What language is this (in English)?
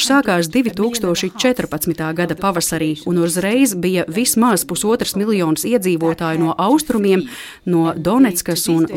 Latvian